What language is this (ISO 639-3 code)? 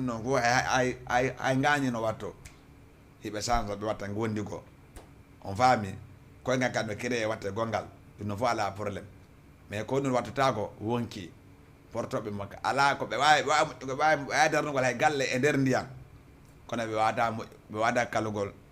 ful